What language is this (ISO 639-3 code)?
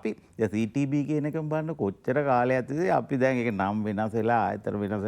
sin